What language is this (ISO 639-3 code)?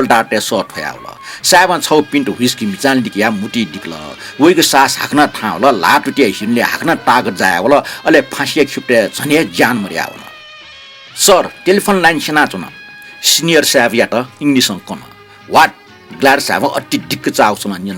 new